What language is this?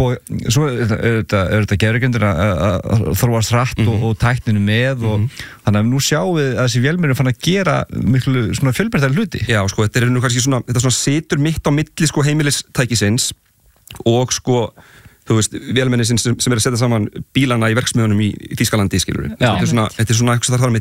Icelandic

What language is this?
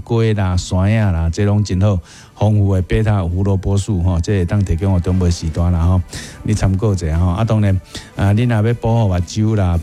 Min Nan Chinese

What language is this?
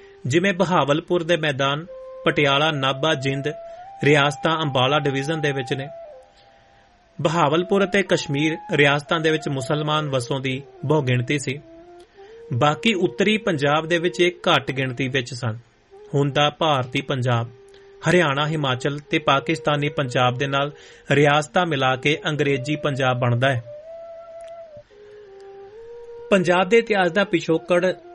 Punjabi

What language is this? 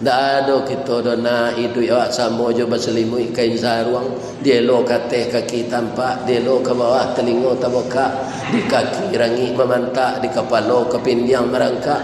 Minangkabau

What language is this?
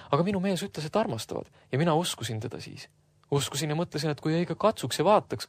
Estonian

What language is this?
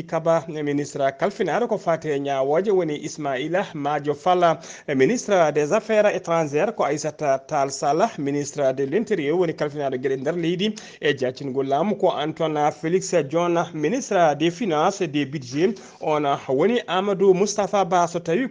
Fula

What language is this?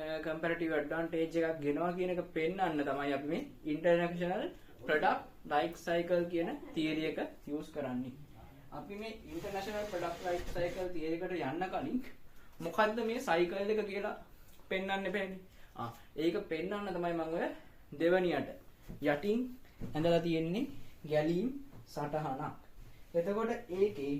Sinhala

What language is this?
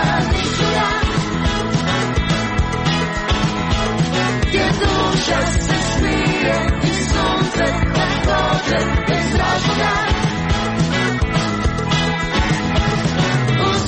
Croatian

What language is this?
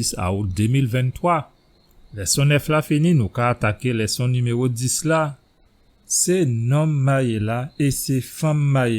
Guadeloupean Creole French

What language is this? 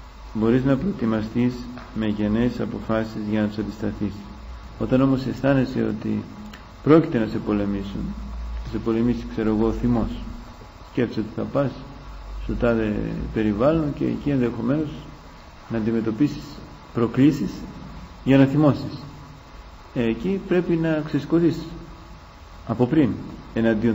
Greek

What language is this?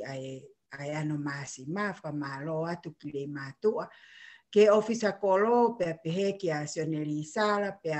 Tongan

